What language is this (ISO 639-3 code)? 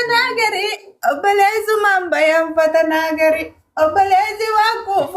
orm